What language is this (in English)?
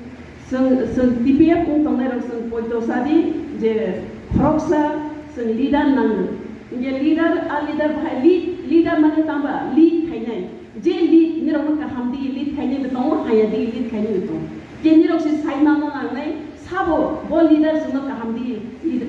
Riang (India)